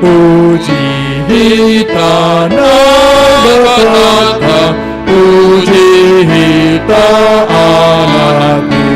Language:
Batak Simalungun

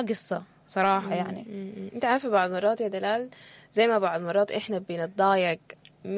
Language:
Sudanese Arabic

